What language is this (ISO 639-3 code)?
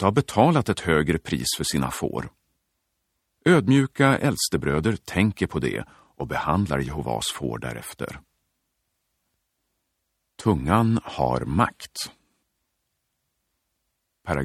swe